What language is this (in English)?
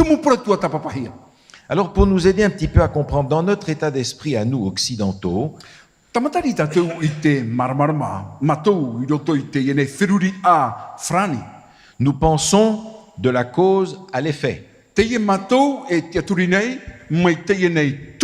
Tahitian